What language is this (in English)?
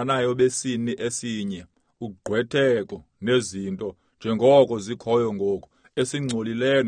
Xhosa